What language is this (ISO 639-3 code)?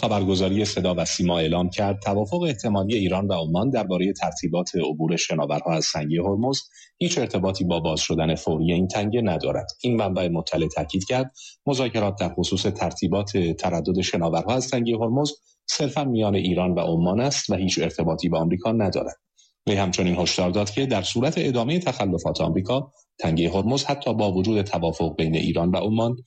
fas